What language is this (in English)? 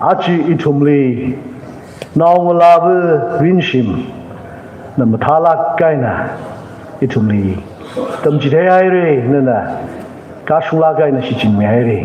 Tangkhul Naga (India)